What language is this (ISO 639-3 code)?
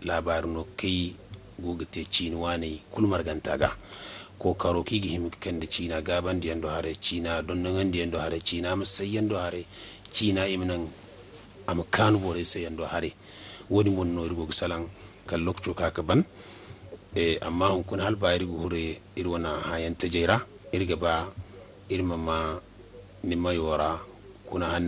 dje